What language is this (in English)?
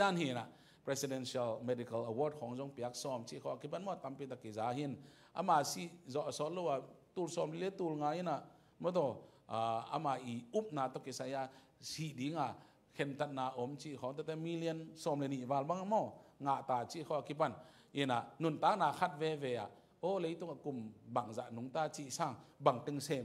Tedim Chin